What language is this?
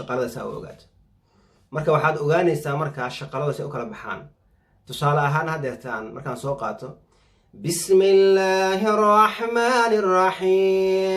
Somali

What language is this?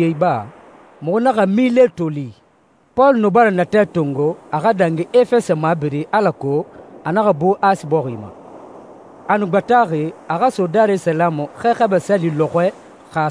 Susu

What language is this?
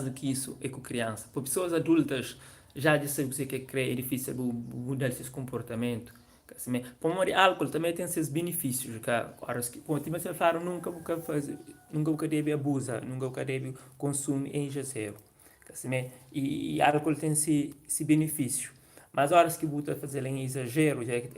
Kabuverdianu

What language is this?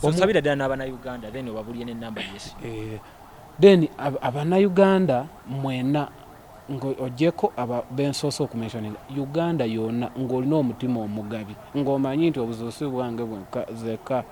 Ganda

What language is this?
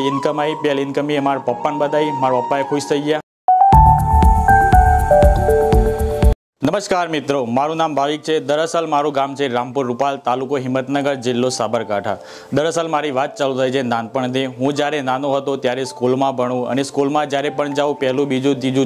Gujarati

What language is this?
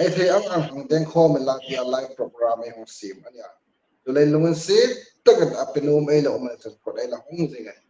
Hmar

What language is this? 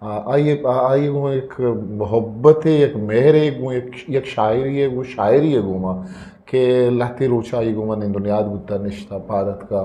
Eastern Balochi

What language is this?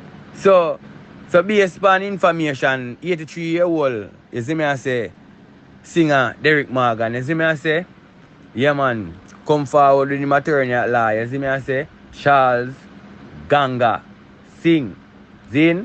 Jamaican Creole English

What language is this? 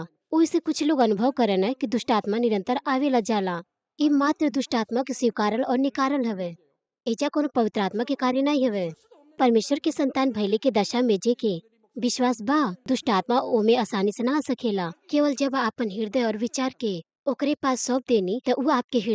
Bhojpuri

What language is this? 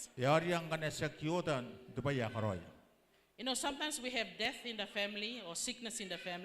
Gilbertese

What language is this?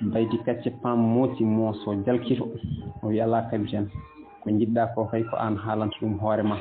Fula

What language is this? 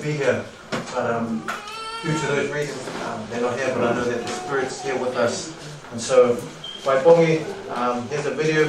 Tongan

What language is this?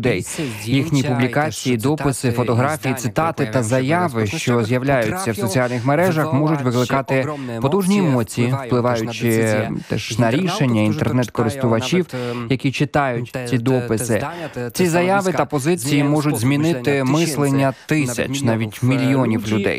Ukrainian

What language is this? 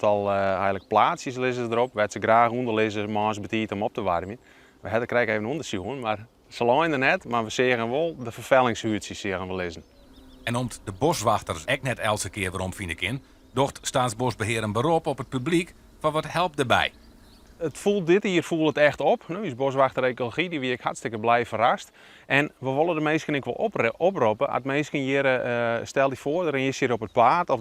Western Frisian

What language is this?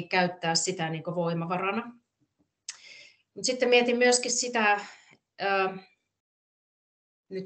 Finnish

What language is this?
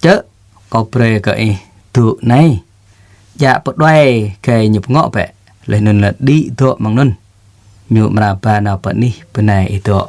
Jarai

